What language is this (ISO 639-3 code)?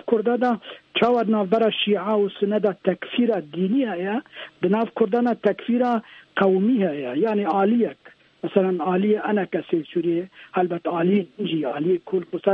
kur